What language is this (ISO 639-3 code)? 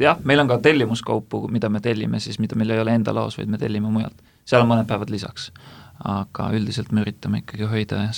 est